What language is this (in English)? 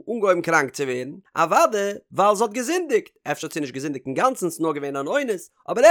Yiddish